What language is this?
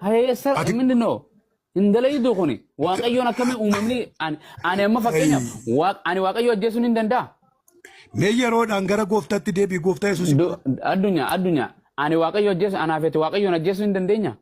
Oromo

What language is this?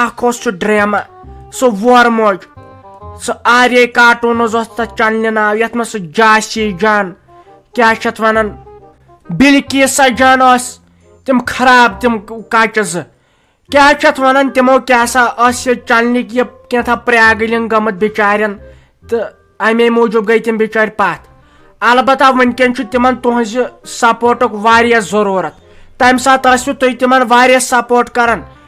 Kashmiri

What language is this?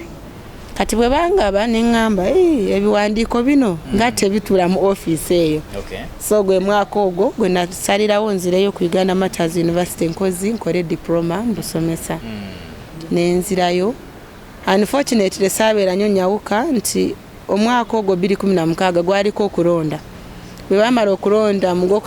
Ganda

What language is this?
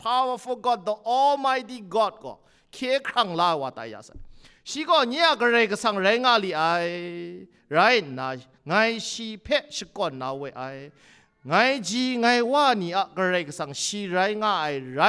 Kachin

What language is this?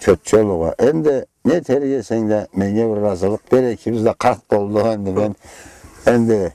Karachay-Balkar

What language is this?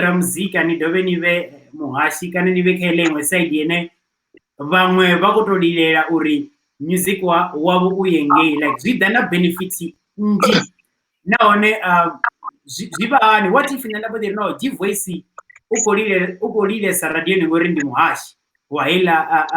Venda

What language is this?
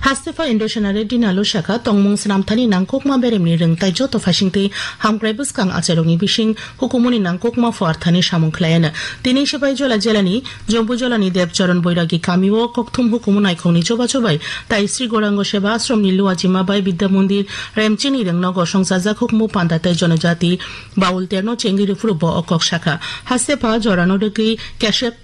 Kok Borok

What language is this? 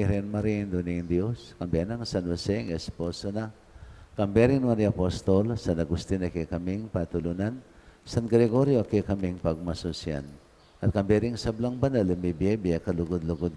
Pampanga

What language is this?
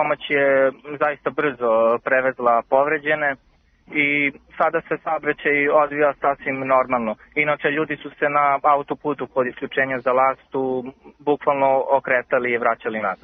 Serbian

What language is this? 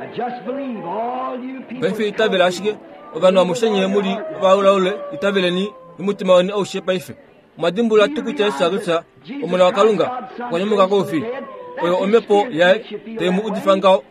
Kuanyama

